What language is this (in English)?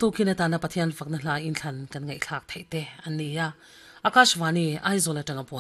Mizo